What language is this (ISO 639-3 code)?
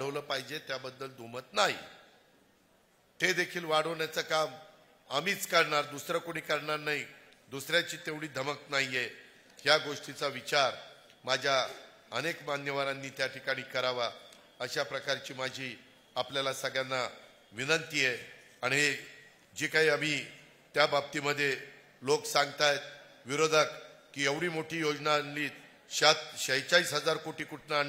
mar